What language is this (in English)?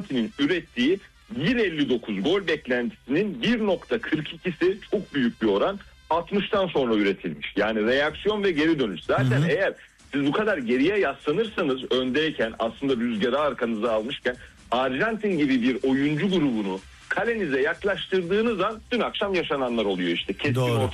Turkish